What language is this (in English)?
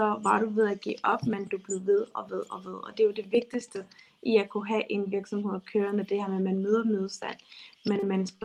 Danish